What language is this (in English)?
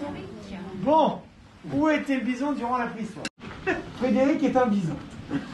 French